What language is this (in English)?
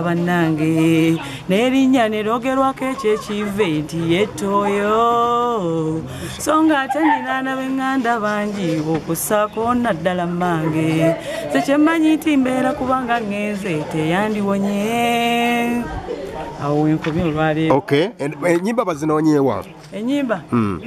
Ganda